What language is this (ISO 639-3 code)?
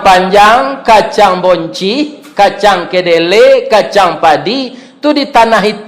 min